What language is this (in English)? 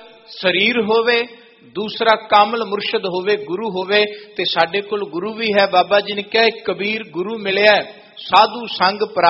Punjabi